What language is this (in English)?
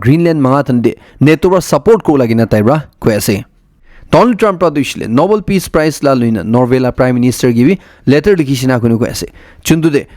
Naga Pidgin